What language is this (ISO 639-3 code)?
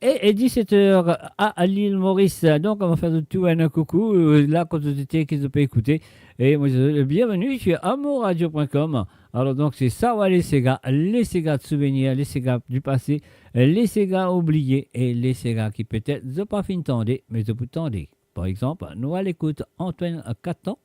mfe